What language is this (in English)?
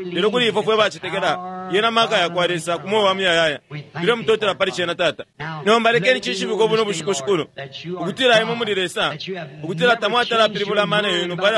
Bemba